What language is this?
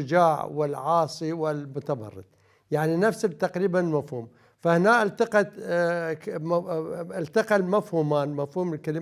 Mesopotamian Arabic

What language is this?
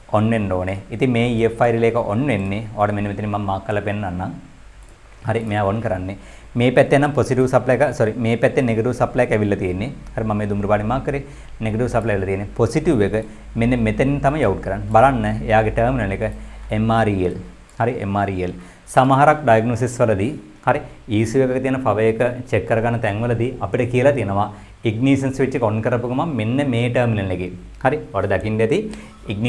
Sinhala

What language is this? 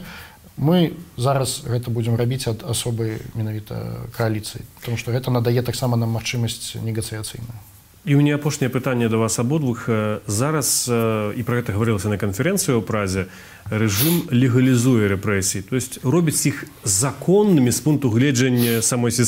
Belarusian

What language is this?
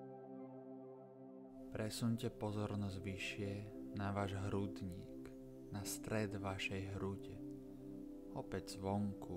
Slovak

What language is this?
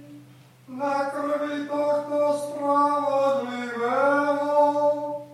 Slovak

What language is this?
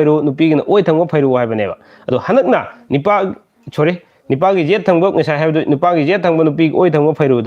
Manipuri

